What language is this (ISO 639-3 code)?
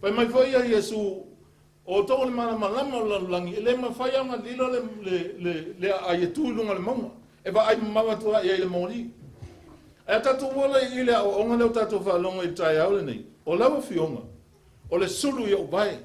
smo